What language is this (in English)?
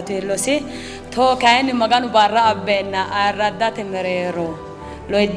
Sidamo